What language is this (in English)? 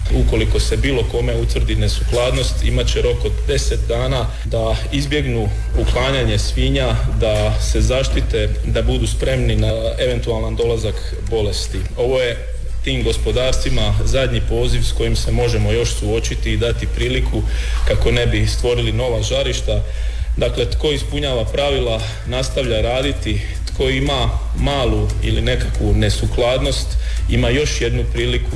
Croatian